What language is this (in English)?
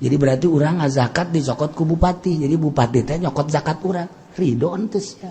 Sundanese